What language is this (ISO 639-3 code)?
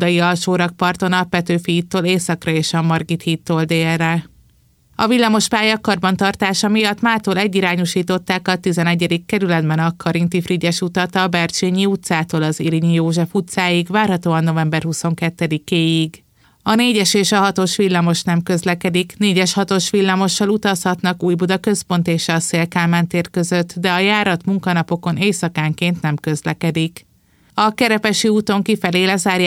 hun